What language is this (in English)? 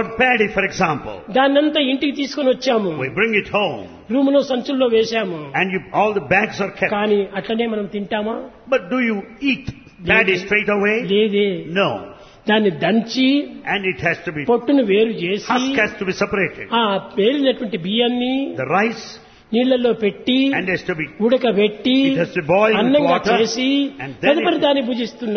Telugu